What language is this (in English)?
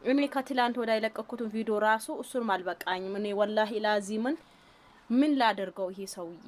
Amharic